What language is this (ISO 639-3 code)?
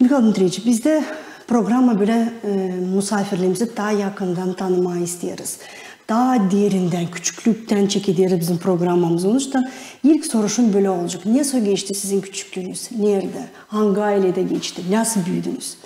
gag